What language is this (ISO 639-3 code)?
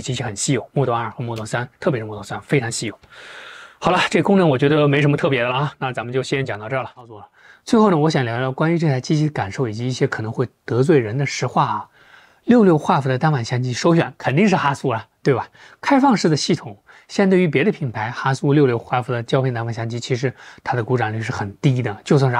zho